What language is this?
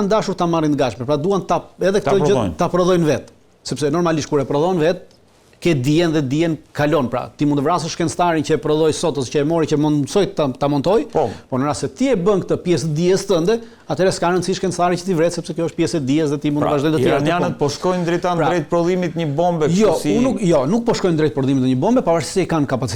Albanian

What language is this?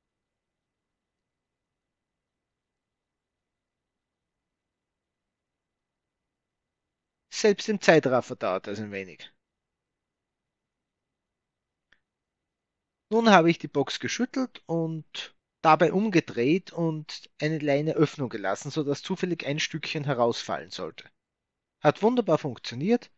German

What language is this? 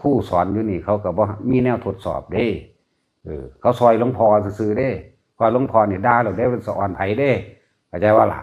Northeastern Thai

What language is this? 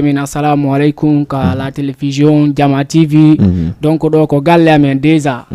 Fula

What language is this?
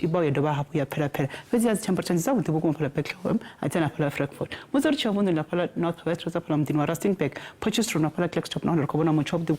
Venda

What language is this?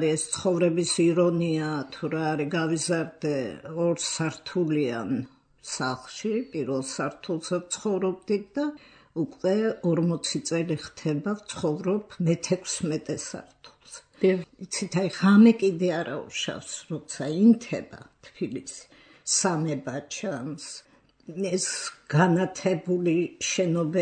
Georgian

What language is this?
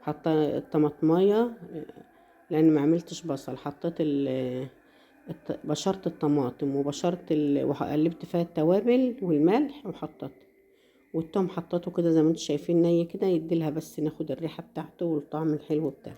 Egyptian Arabic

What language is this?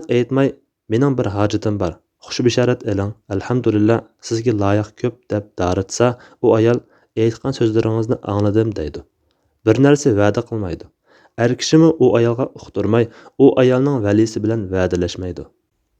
Uyghur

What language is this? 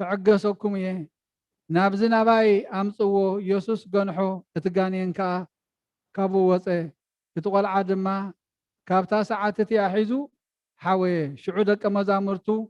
Tigrinya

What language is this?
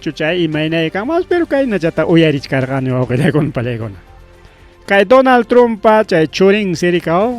Ayacucho Quechua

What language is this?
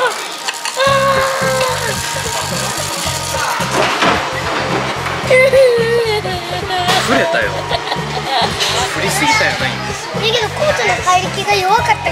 Japanese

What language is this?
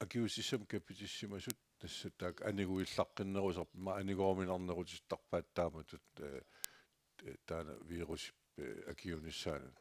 Kalaallisut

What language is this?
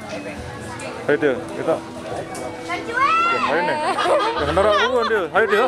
Sasak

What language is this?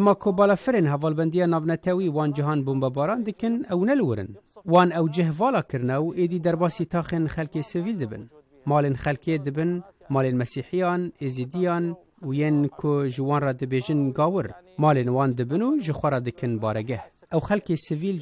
Kurdish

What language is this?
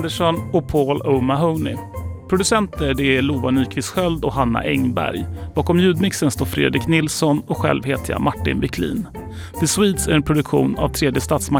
Swedish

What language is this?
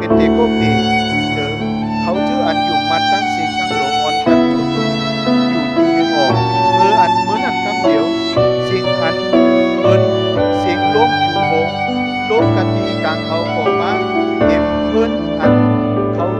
Shan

